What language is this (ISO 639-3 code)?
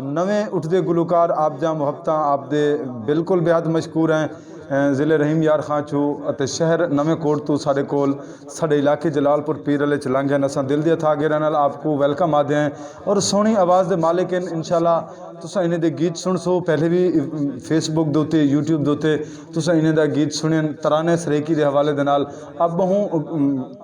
skr